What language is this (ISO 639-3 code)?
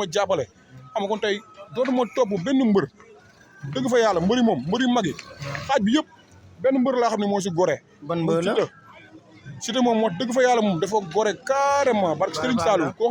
wol